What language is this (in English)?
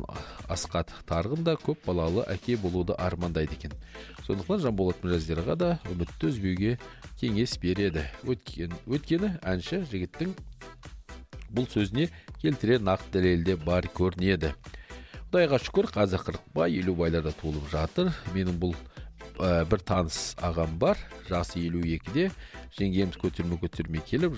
Kazakh